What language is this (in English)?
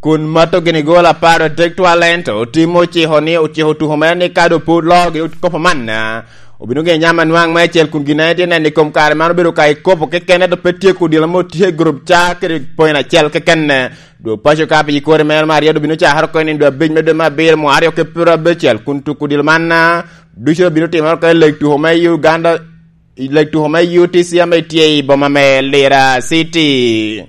Lango (Uganda)